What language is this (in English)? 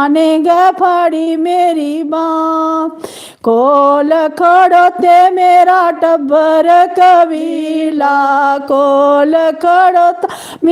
Dogri